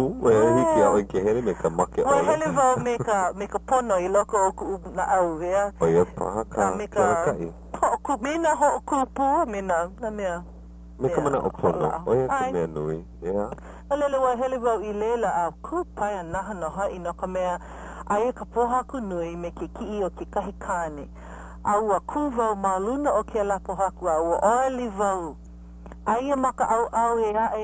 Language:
Hawaiian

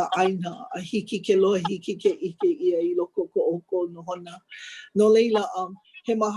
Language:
Hawaiian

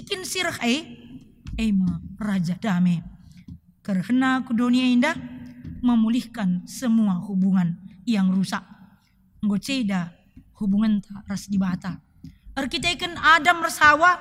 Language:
Batak Karo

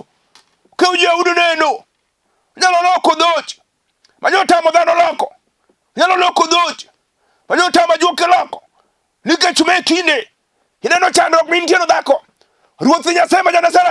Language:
Luo (Kenya and Tanzania)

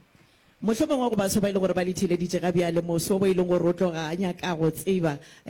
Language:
Northern Sotho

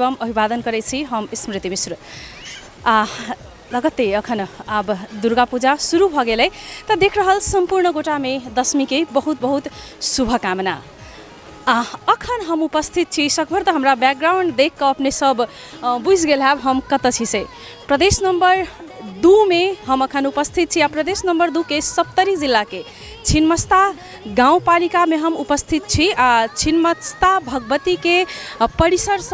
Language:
Maithili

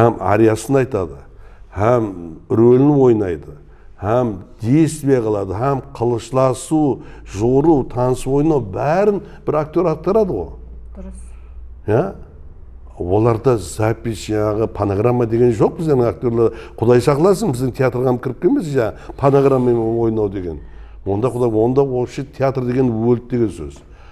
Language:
Kara-Kalpak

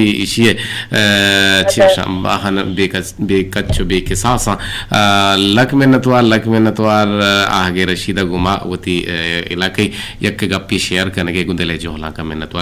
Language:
Eastern Balochi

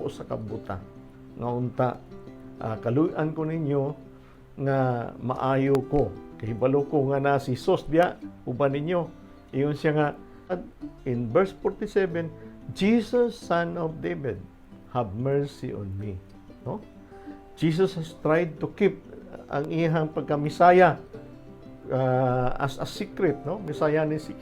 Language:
Cebuano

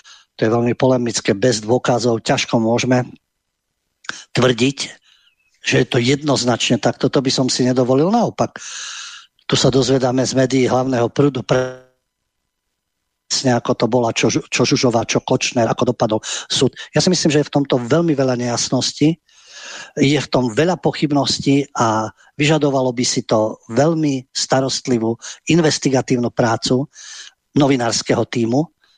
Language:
Slovak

